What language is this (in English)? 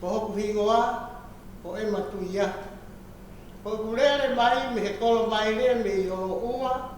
Tongan